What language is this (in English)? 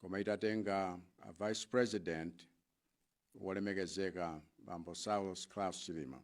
Nyanja